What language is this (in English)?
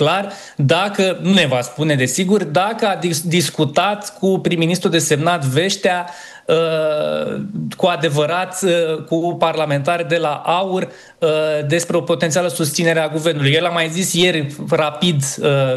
Romanian